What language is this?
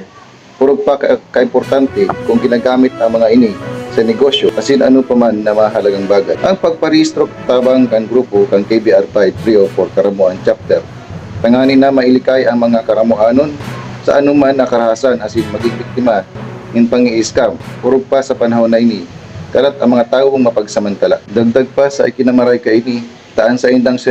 Bikol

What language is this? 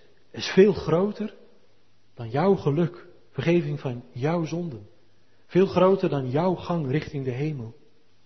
Dutch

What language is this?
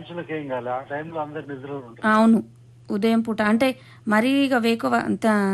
Telugu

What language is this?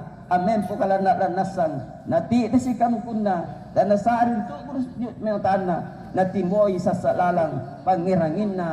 Makasar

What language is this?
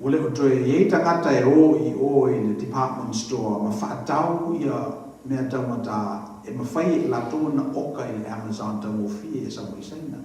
Samoan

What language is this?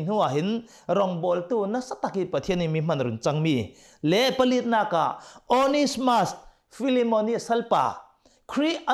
Hakha Chin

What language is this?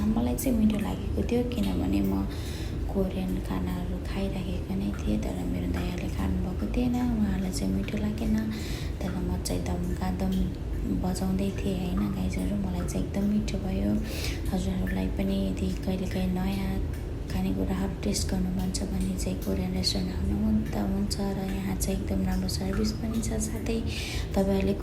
Nepali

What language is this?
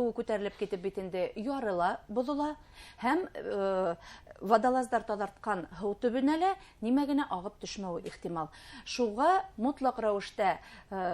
Bashkir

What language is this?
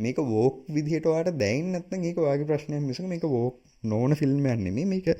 Sinhala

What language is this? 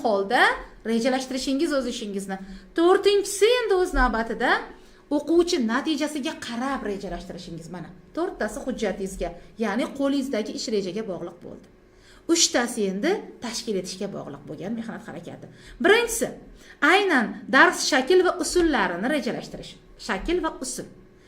Uzbek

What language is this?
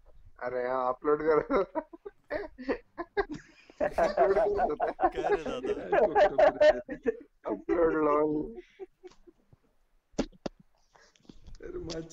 Marathi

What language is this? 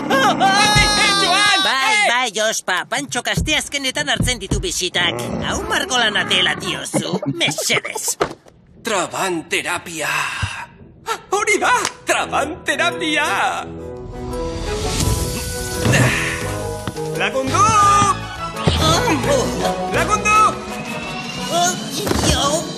Basque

